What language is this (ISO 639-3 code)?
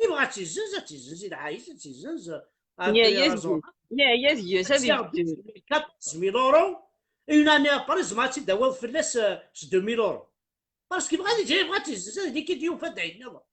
kab